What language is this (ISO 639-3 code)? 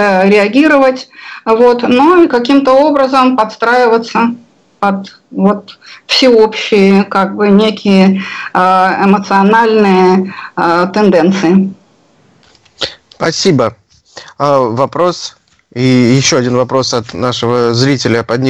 rus